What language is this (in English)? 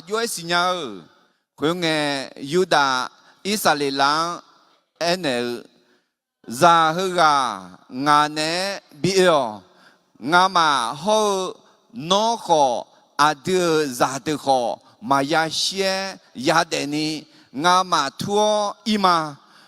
Akha